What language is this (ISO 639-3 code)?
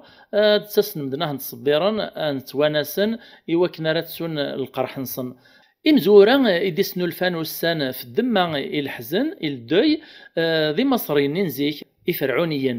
kab